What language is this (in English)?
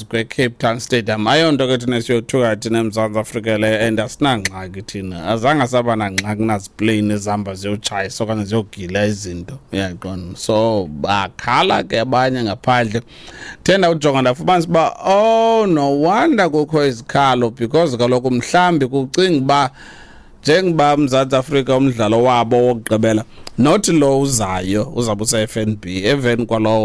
Xhosa